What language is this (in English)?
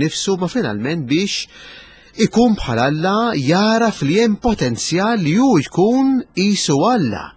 Maltese